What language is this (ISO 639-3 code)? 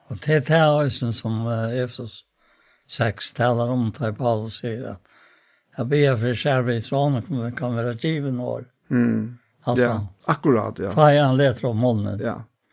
fao